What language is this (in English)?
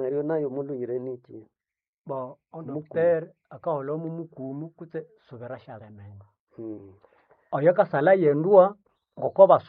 Nande